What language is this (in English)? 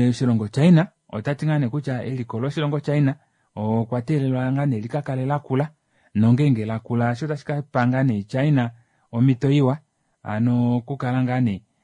Kuanyama